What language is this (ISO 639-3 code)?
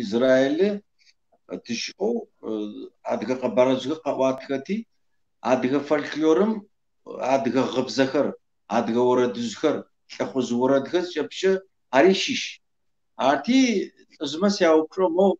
kbd